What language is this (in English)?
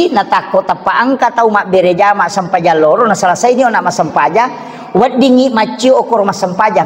Buginese